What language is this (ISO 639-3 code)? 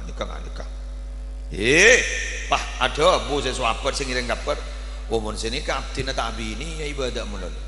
mad